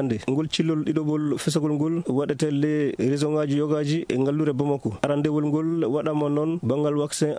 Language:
Fula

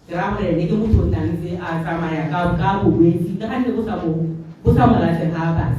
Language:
Tswana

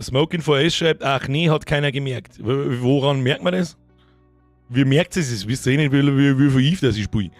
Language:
Bavarian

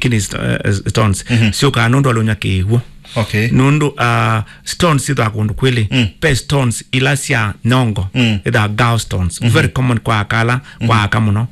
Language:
Kamba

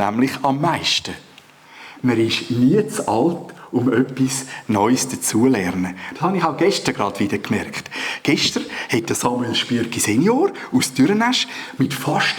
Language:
Swiss German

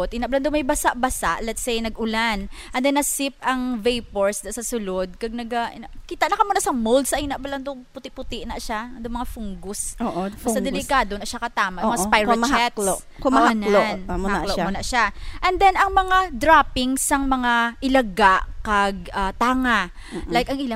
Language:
Hiligaynon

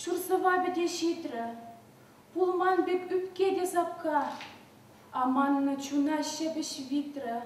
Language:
Chuvash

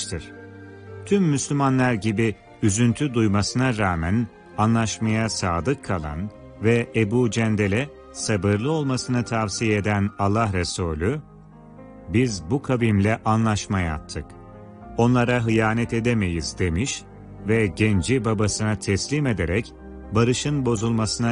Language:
Turkish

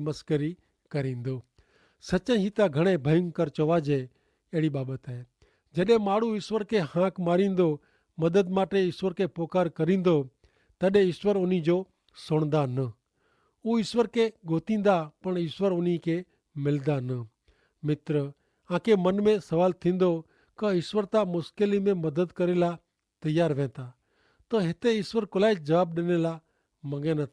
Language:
Kachhi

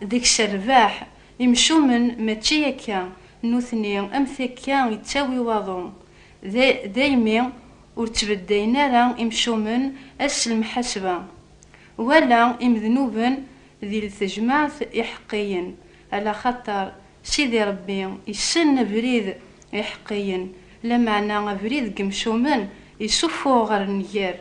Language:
Kabyle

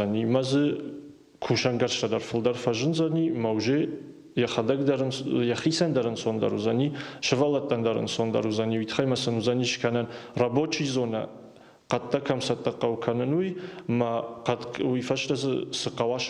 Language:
Ossetic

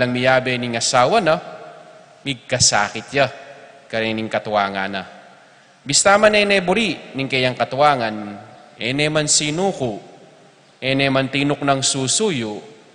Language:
Pampanga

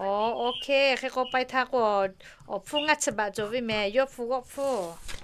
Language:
Lahu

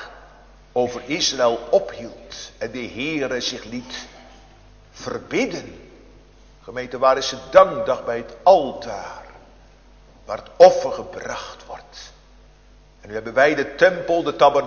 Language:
Dutch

